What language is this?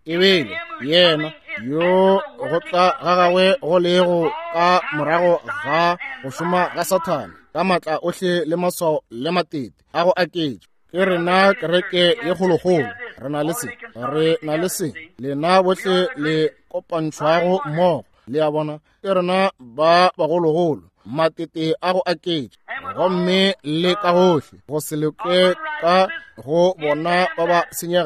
Northern Sotho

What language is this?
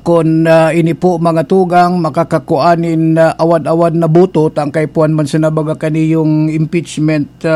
Bikol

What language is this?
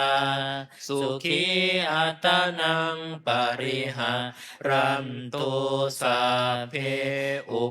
Pali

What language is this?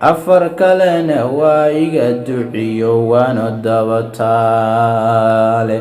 Somali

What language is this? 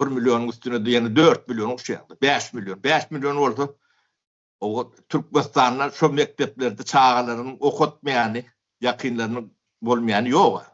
Turkmen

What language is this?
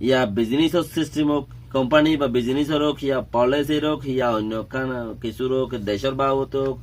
Rohingya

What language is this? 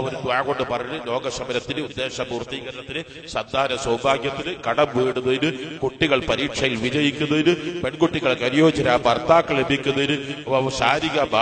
Malayalam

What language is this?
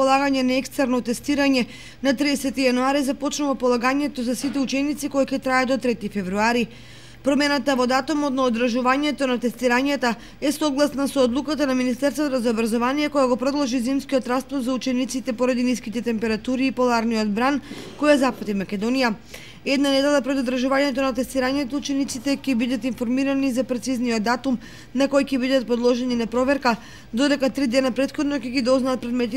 Macedonian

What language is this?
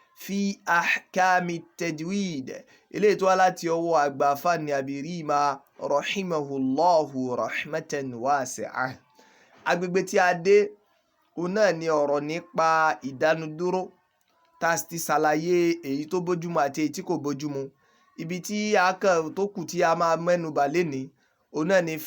Yoruba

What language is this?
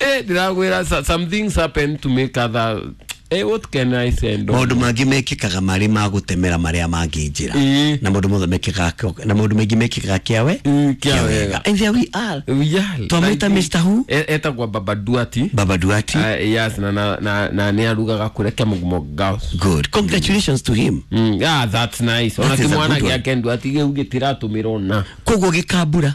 Kikuyu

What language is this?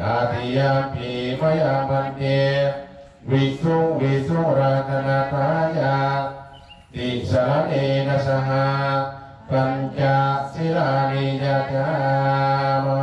Pali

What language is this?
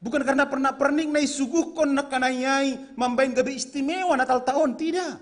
Batak Simalungun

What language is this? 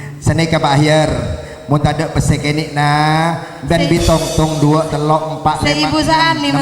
Madurese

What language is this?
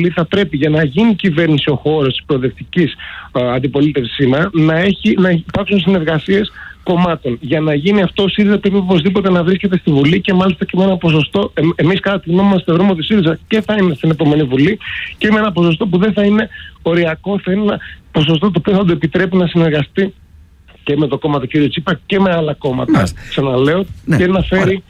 Greek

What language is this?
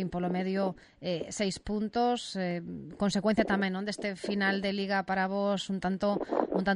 Galician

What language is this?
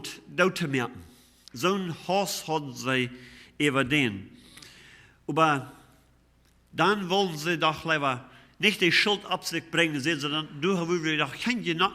Plautdietsch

